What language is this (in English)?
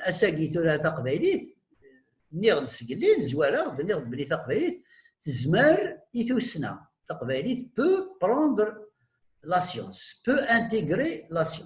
Kabyle